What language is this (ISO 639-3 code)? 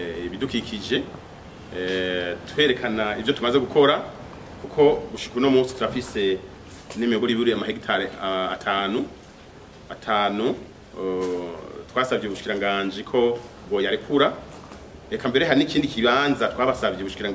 run